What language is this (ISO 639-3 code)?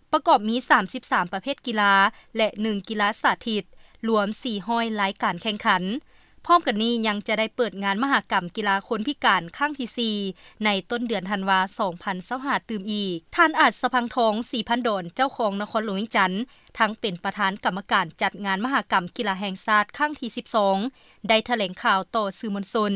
lao